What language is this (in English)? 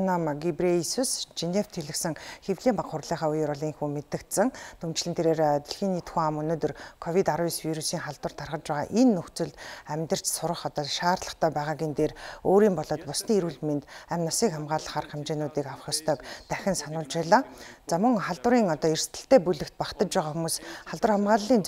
Mongolian